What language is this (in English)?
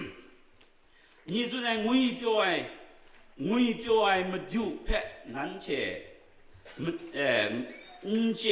Kachin